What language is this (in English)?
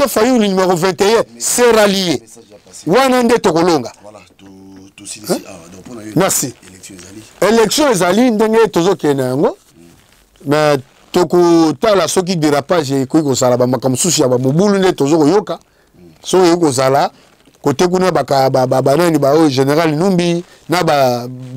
Lingala